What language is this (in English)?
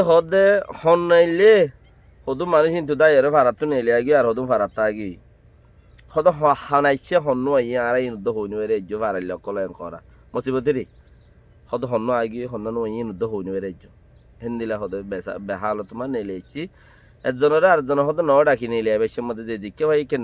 Rohingya